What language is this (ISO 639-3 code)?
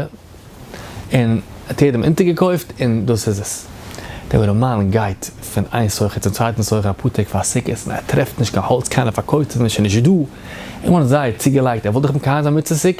yid